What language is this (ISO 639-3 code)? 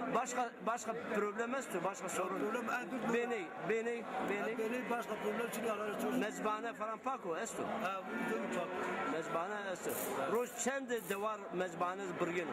zza